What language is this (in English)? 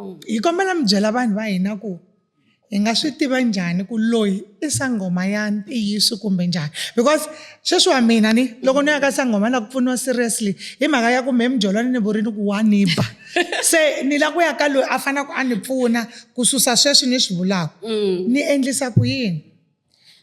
Tsonga